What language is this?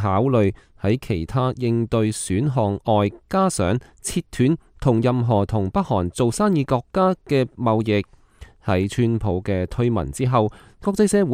Cantonese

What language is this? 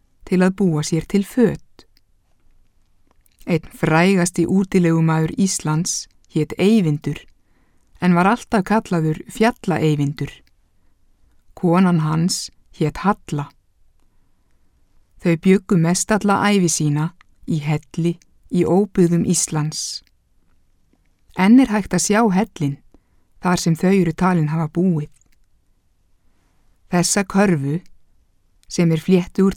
Icelandic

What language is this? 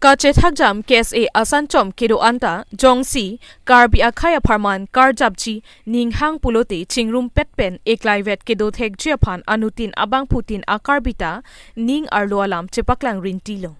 Karbi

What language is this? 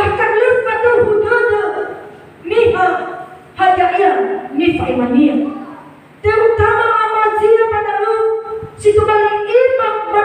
Nias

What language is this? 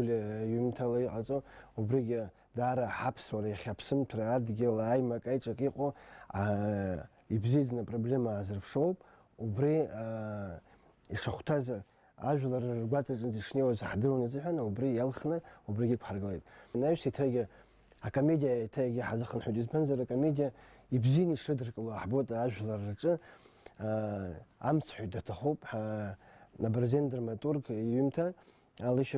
Abkhazian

